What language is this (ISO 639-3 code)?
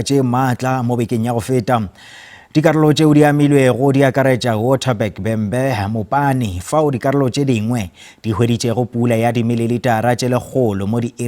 nso